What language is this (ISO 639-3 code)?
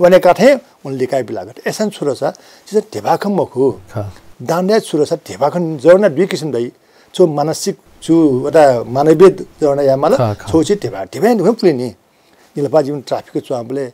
new